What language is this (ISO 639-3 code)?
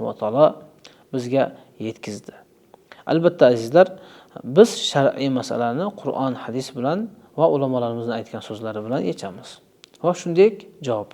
uzb